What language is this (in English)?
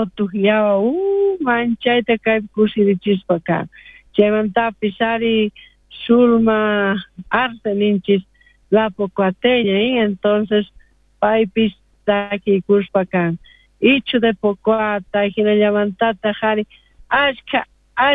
South Bolivian Quechua